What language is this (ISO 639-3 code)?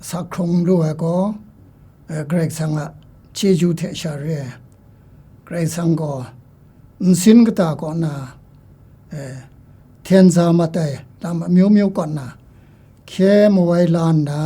kac